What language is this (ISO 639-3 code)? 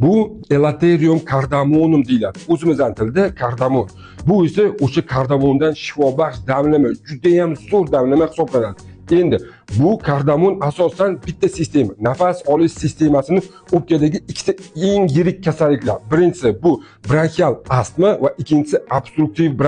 uzb